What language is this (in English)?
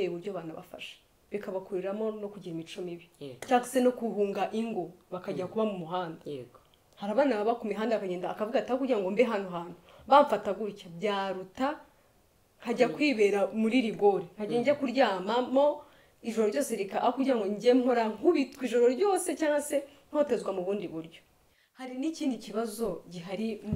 Kinyarwanda